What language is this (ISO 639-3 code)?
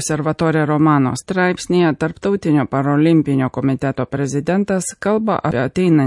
lit